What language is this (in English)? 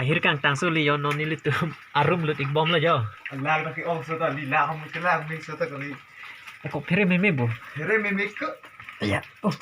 Karbi